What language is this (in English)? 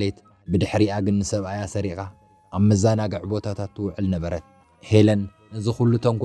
Tigrinya